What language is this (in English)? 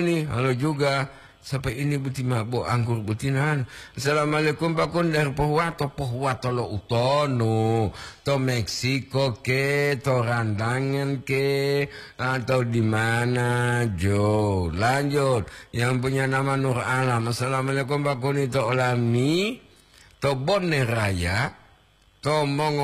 Gorontalo